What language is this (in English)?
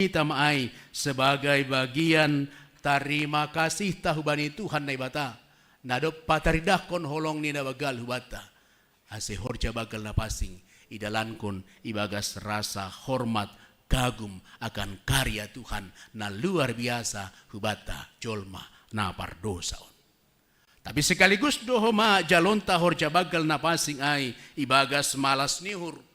Batak Simalungun